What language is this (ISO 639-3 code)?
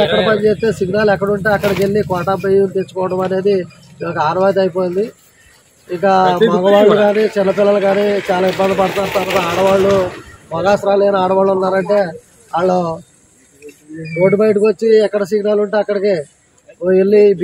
tel